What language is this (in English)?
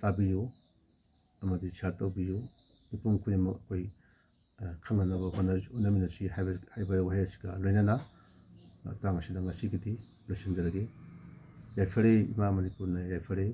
Manipuri